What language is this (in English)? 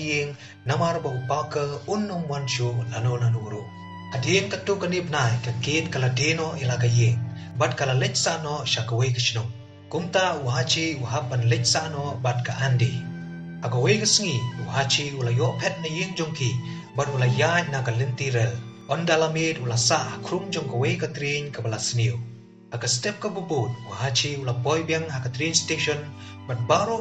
Khasi